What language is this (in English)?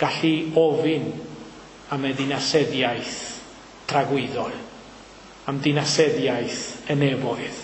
Welsh